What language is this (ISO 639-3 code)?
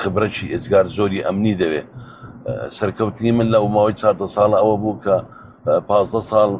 ckb